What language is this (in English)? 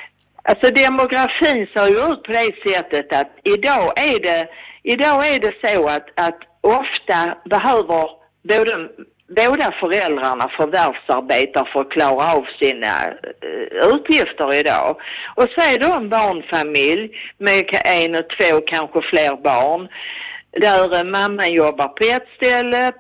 Swedish